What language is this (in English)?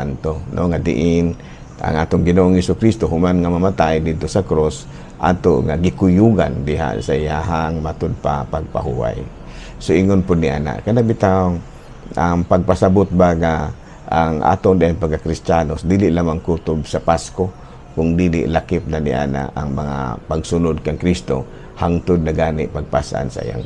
Cebuano